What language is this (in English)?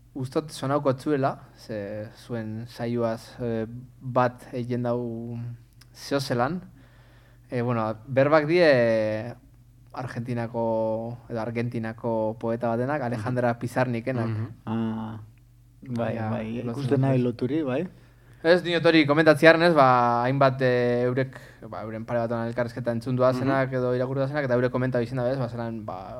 Basque